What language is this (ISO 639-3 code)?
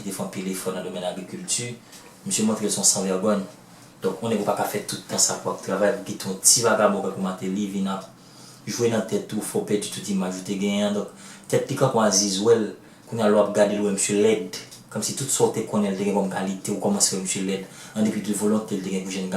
hat